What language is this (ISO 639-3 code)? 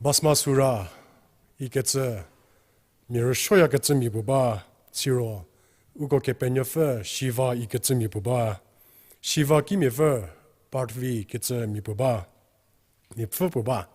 njm